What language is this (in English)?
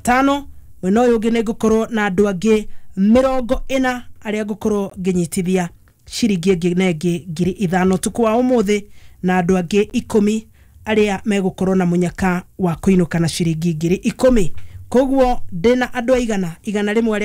Kikuyu